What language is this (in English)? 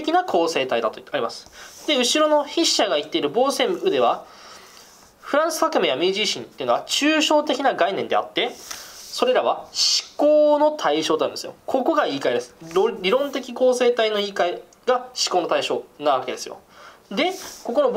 Japanese